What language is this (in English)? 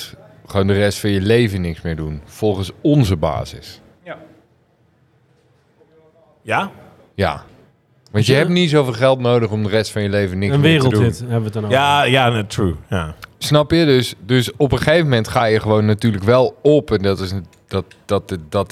Dutch